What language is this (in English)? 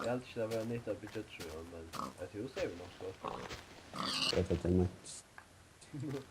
Faroese